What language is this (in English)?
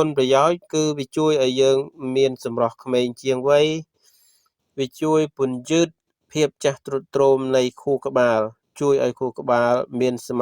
Khmer